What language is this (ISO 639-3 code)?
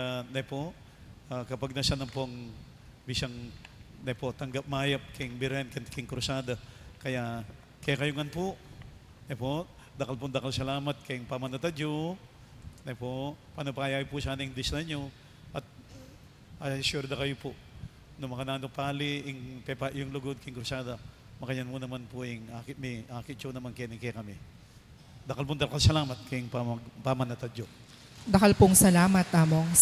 pam